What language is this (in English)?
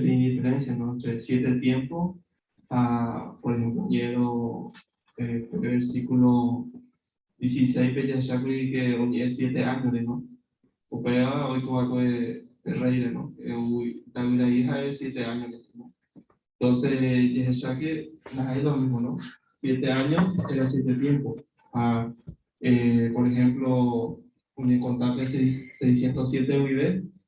Guarani